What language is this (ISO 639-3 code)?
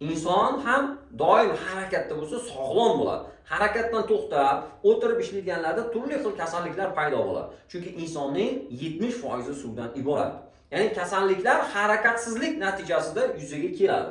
uzb